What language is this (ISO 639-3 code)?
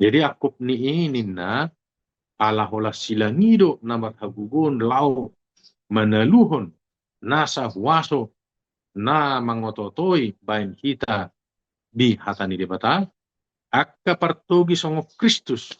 bbc